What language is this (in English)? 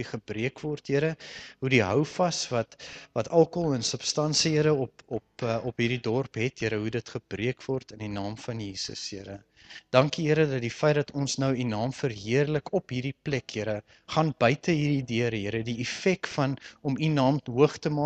Afrikaans